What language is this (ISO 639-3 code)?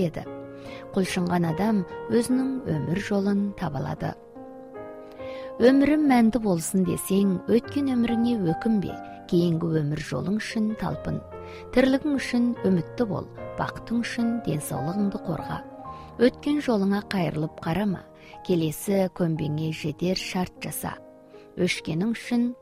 kaz